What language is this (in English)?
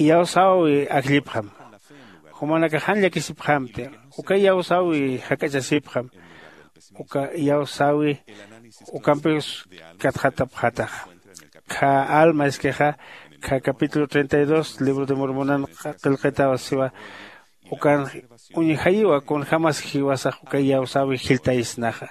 Aymara